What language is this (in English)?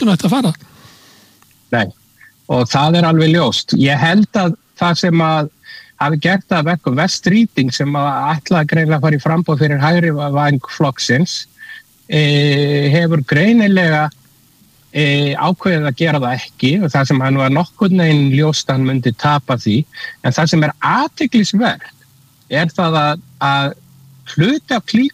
Icelandic